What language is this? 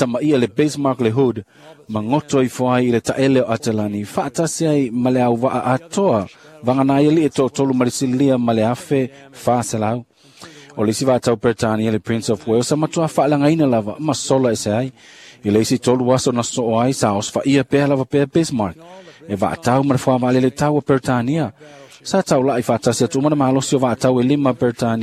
Samoan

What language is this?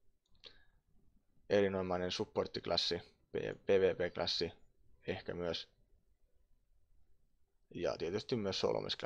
Finnish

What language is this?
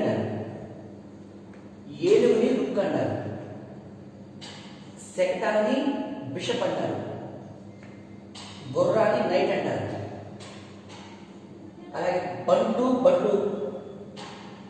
Telugu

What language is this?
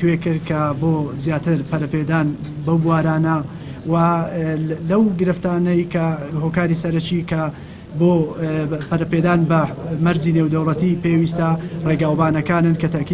Central Kurdish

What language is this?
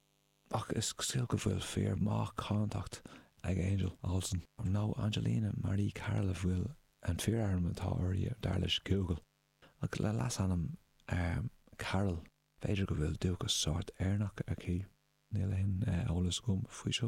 Irish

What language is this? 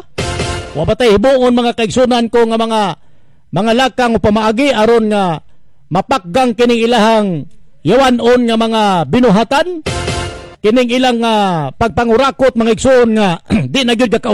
Cebuano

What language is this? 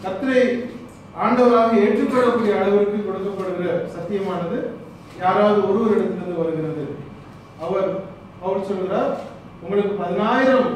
Tamil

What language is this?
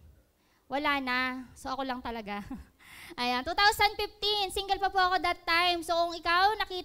Filipino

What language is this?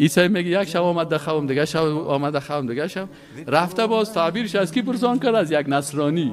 Persian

